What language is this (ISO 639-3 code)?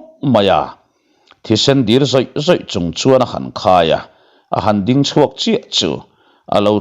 lus